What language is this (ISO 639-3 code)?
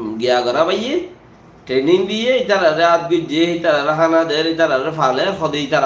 rhg